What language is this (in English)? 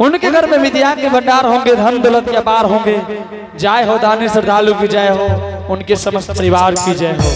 Angika